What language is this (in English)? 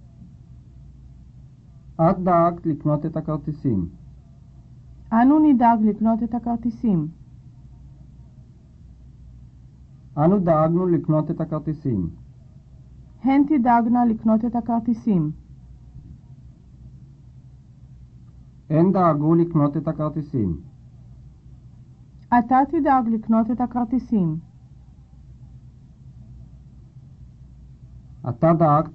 Hebrew